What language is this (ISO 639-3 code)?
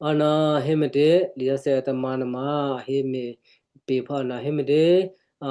kyu